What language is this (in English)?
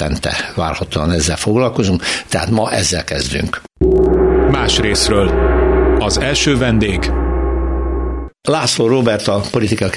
Hungarian